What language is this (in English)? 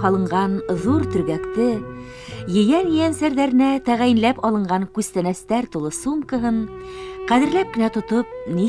Bashkir